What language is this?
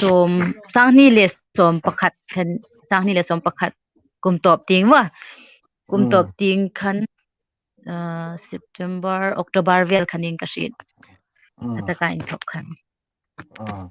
Hmar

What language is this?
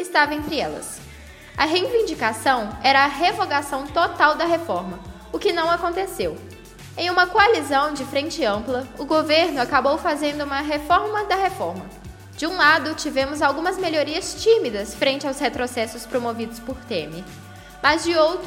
Portuguese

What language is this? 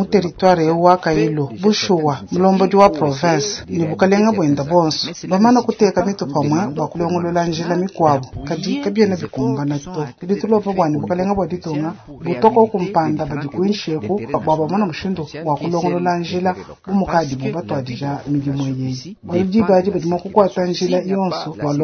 Luba-Lulua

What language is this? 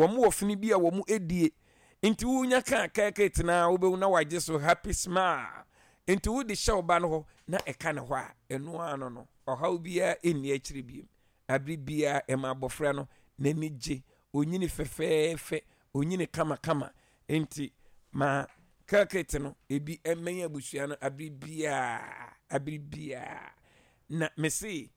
Akan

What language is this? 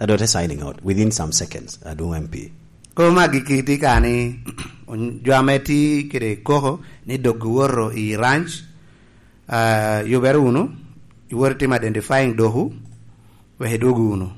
Lango (Uganda)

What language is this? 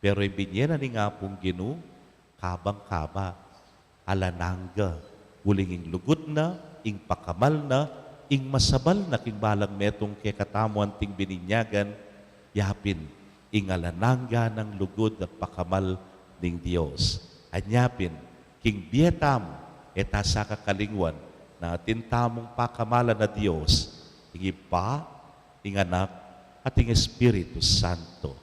Pampanga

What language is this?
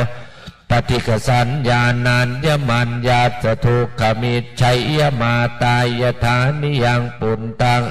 Pali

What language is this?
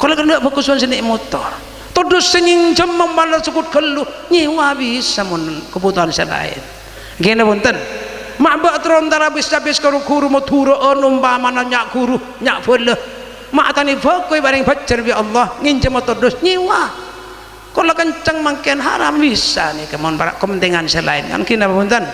Madurese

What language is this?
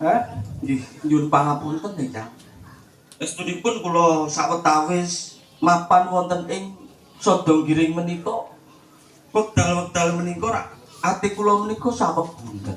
Javanese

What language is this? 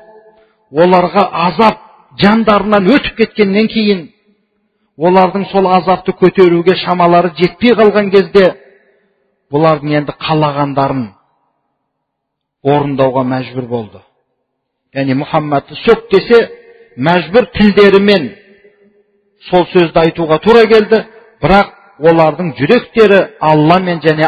Kazakh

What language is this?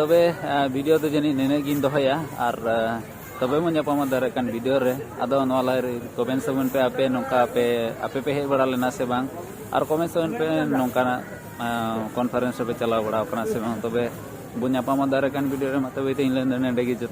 Santali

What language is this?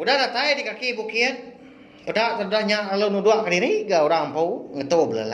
Iban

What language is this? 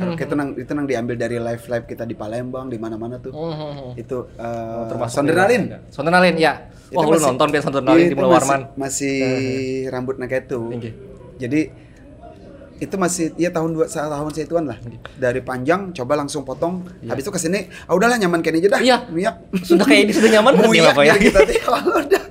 Banjar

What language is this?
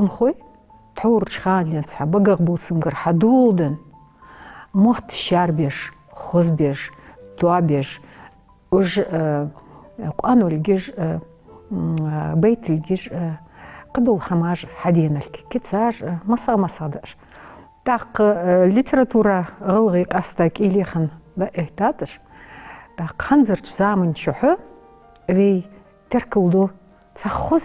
Ingush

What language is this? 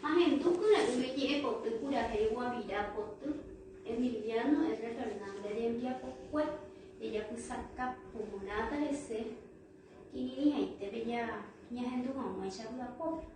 Guarani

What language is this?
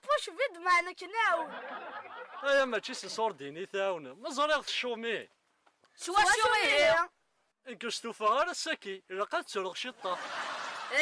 Kabyle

